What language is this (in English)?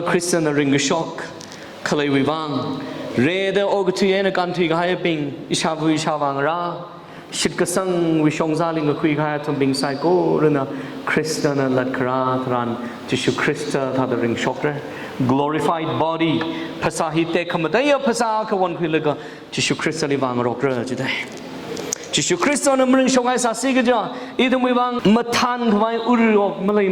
Tangkhul Naga (India)